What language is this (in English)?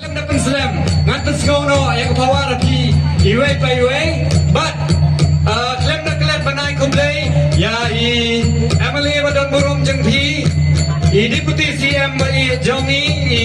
Khasi